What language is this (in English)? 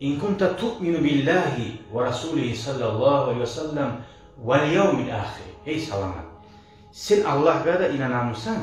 Kumyk